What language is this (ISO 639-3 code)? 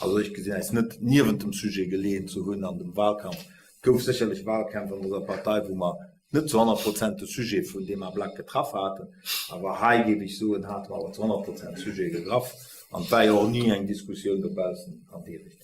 ltz